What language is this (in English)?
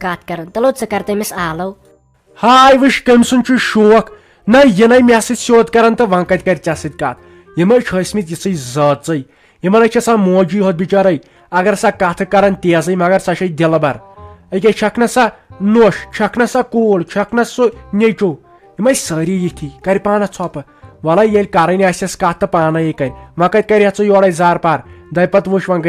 Kashmiri